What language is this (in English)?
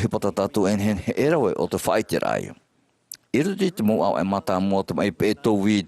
Tahitian